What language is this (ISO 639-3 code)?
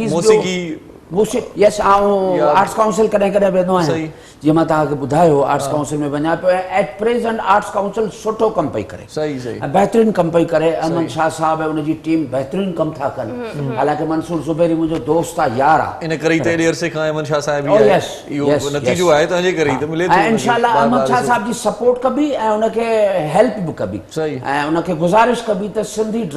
snd